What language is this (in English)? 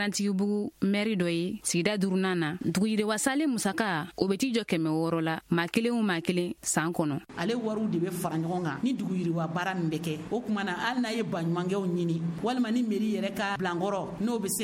Bambara